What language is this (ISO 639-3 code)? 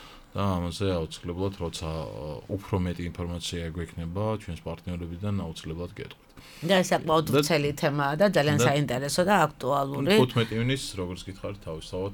kat